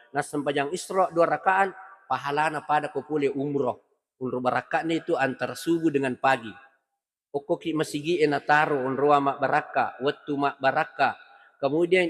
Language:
Buginese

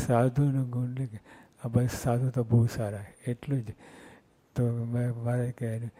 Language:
Gujarati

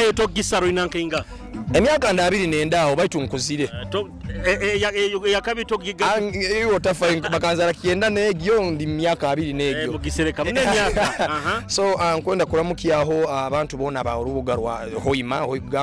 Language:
Nyoro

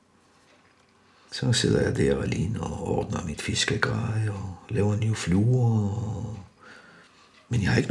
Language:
Danish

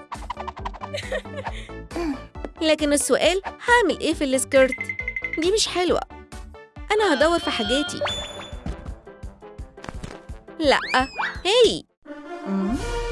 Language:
Egyptian Arabic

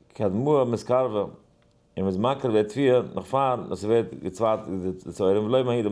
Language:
Yiddish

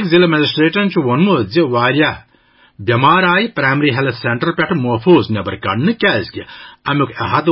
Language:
Kashmiri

